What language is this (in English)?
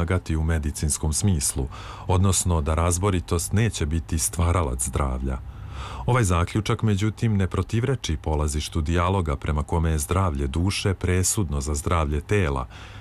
Serbian